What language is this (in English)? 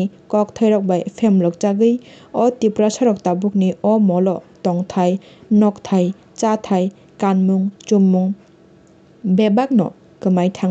Kok Borok